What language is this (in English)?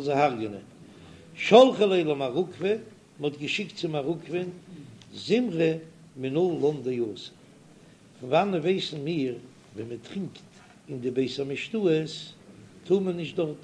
Yiddish